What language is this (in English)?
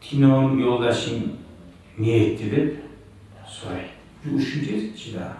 Kumyk